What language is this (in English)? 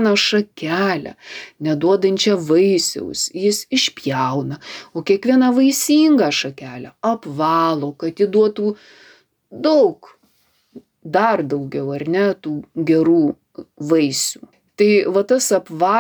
Lithuanian